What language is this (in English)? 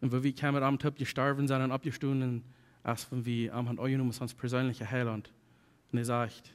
Plautdietsch